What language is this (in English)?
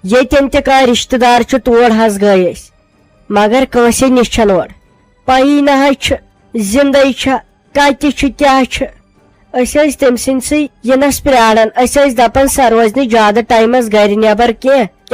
Kashmiri